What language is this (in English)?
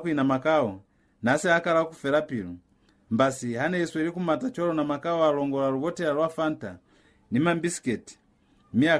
Lozi